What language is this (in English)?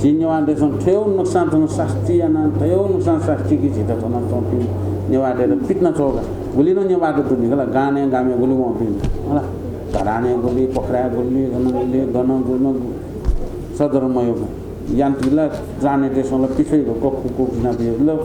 Newari